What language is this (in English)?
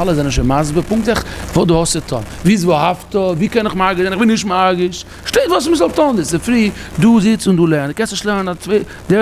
Yiddish